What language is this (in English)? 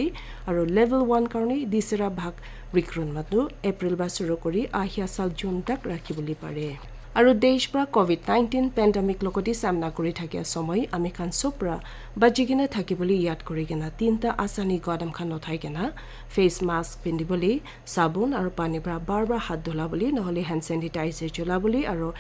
Naga Pidgin